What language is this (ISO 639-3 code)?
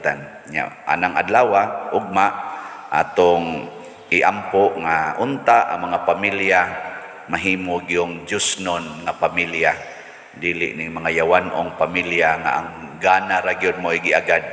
ceb